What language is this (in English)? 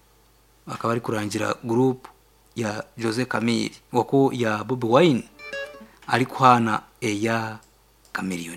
Nyankole